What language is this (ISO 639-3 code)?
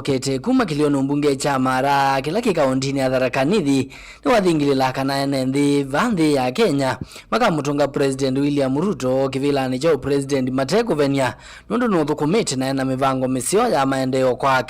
kam